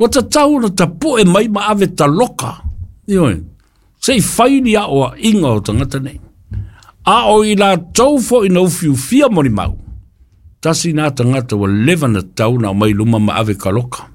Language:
Samoan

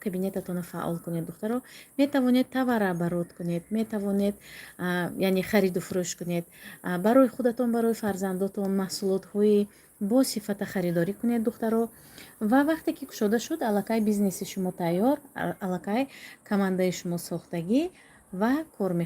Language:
Tajik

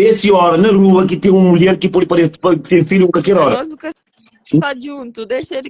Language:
Kabuverdianu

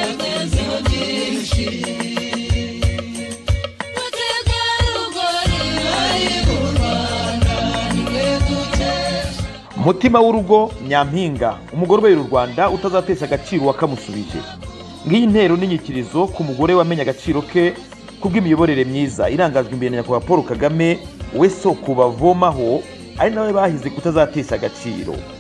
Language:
Kinyarwanda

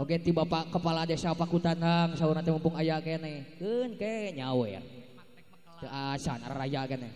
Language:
Sundanese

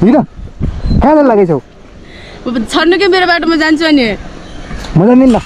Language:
Nepali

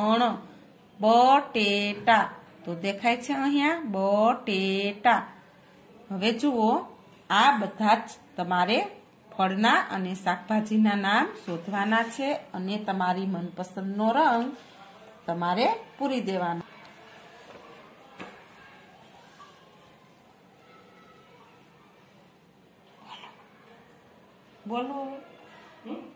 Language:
Gujarati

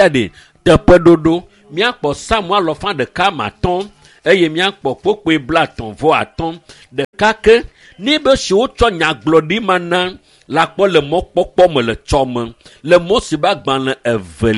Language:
Ewe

